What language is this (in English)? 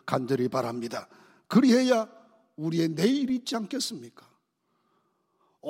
Korean